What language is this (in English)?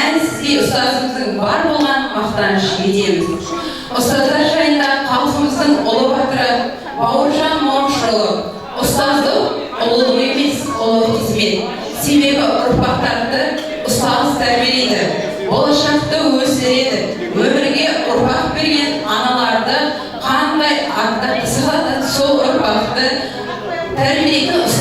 Kazakh